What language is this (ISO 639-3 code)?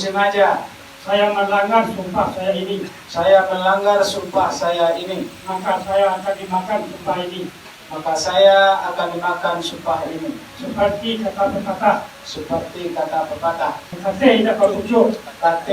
min